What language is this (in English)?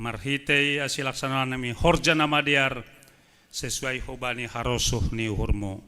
Batak Simalungun